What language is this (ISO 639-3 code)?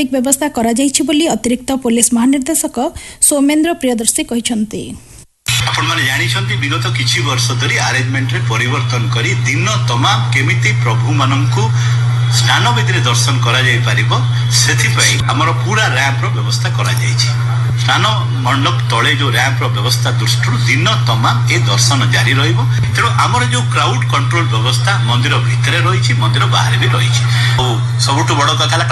ori